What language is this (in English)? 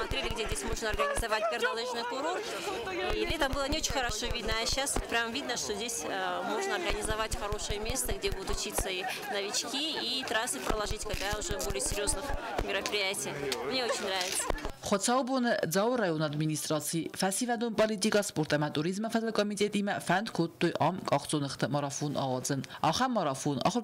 Ossetic